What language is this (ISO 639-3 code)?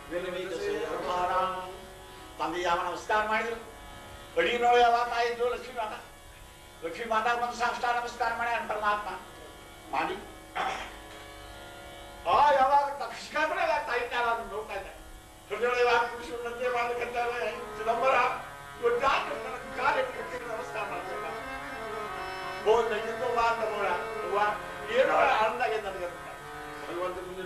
kan